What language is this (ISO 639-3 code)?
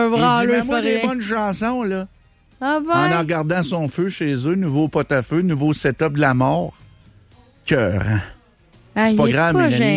fra